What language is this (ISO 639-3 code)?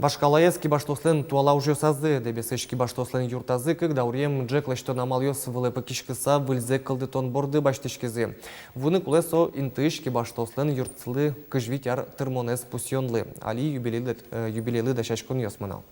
udm